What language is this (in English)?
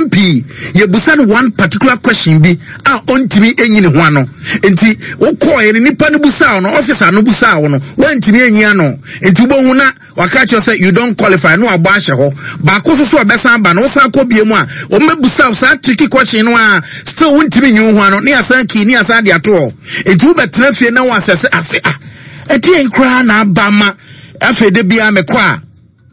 Akan